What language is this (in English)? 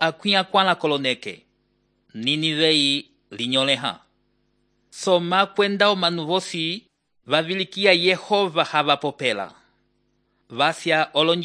Umbundu